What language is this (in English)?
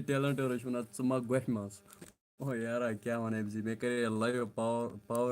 Kashmiri